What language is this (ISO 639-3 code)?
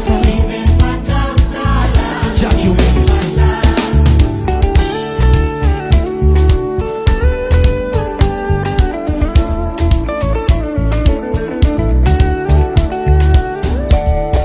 swa